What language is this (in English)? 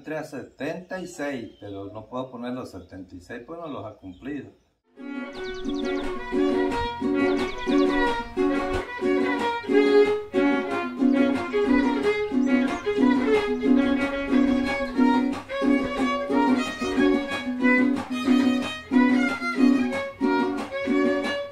Spanish